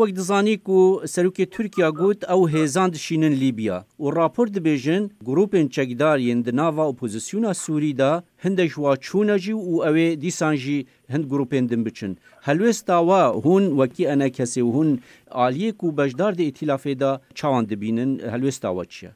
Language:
Kurdish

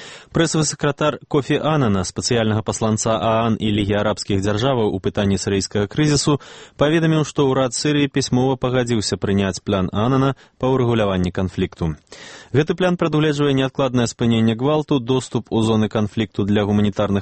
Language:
Belarusian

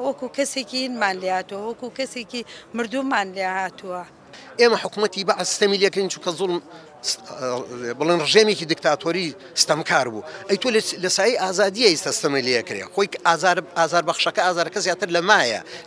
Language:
Central Kurdish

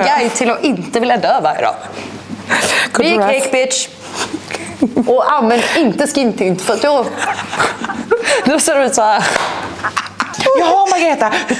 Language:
Swedish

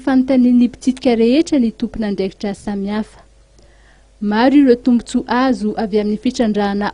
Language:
Malagasy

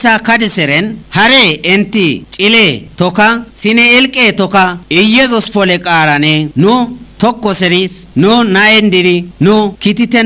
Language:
Kafa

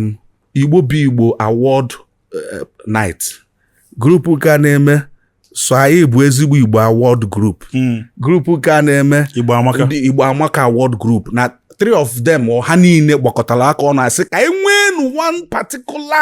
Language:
Igbo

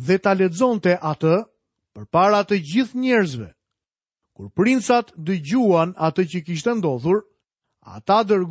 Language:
Albanian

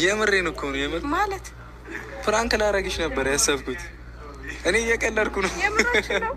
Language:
Amharic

